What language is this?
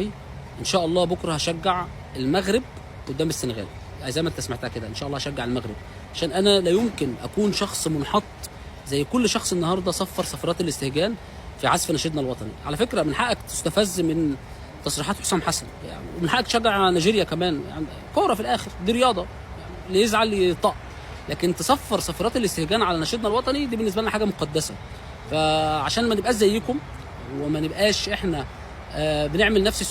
Egyptian Arabic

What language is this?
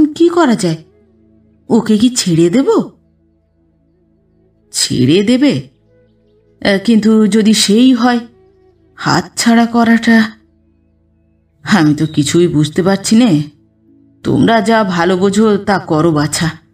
Bangla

